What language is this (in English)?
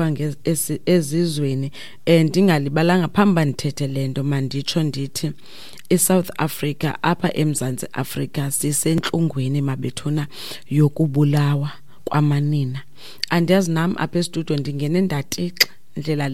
Xhosa